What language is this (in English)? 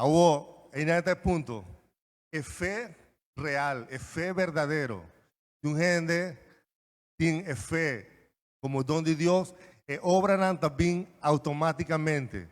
Papiamento